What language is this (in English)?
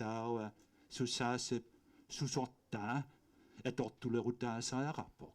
Kalaallisut